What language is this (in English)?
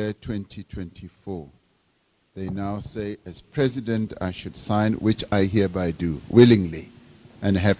Venda